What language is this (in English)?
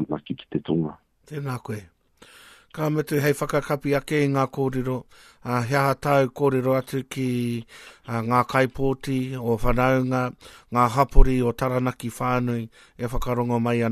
Māori